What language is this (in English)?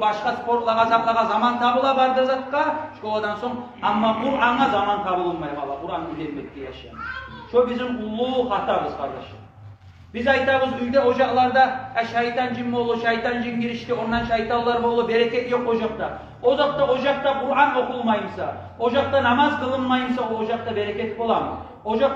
Kumyk